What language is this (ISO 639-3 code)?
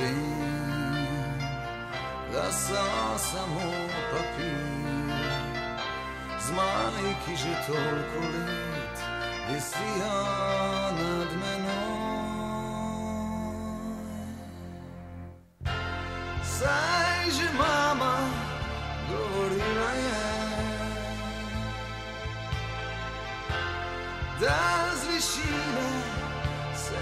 slv